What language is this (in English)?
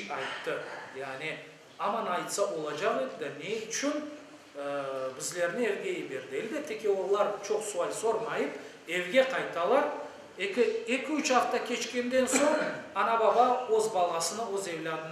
Crimean Tatar